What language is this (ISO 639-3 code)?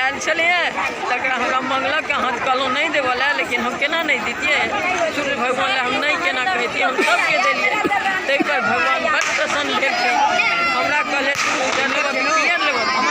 mai